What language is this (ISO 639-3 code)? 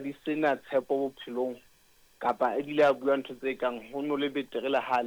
sot